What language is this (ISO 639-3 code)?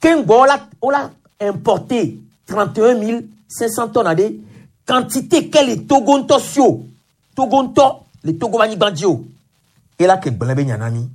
gej